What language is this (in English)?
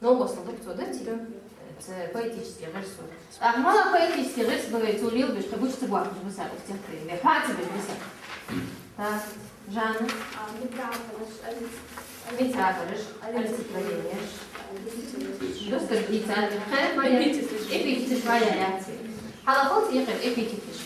Ingush